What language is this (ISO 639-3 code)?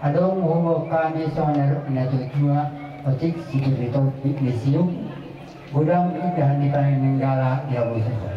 bbc